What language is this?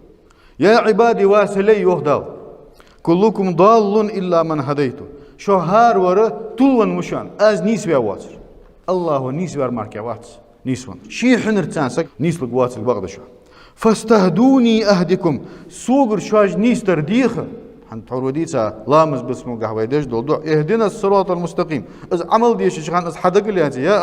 Ingush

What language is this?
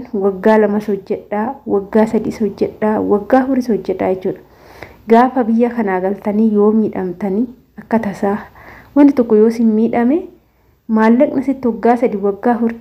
Oromo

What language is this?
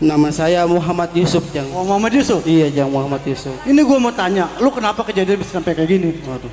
Betawi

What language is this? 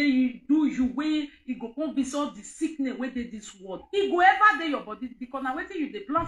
Nigerian Pidgin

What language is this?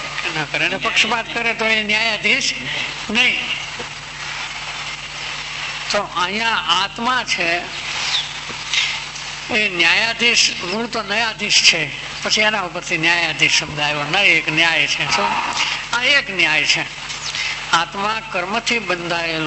Gujarati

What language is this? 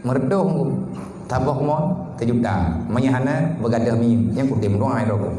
Achinese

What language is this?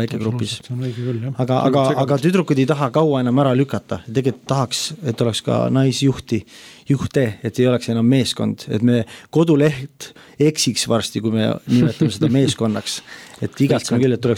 Estonian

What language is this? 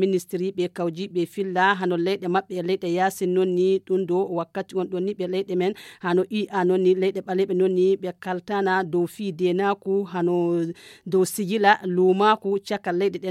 Nigerian Fulfulde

